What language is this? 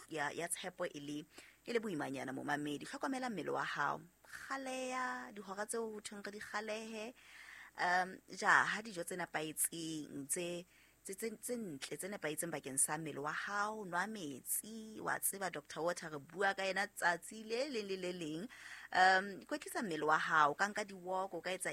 Southern Sotho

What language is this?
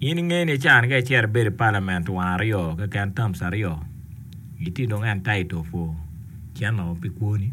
Acoli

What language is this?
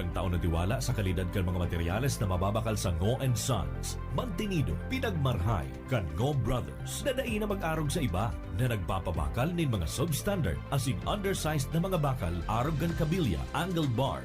Bikol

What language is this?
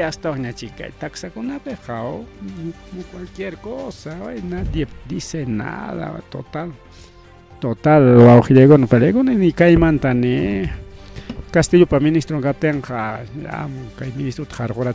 Ayacucho Quechua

